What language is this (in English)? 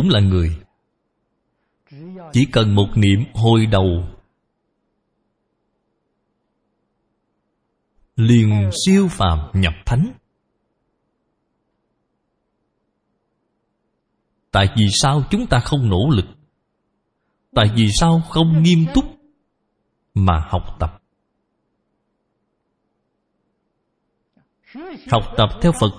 Vietnamese